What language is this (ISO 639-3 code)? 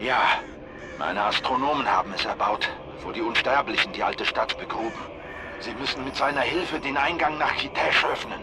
gsw